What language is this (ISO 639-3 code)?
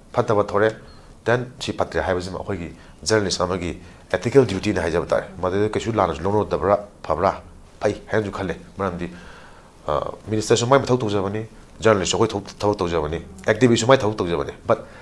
mni